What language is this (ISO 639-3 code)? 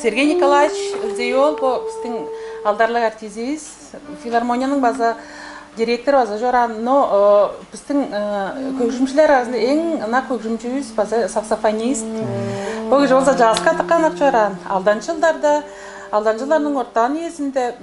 tyv